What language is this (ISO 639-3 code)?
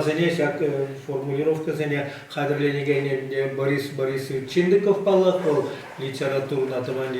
chv